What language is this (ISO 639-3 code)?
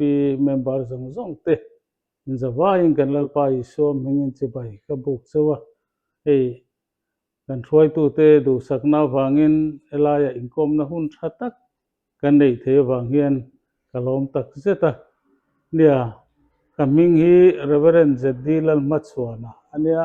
lus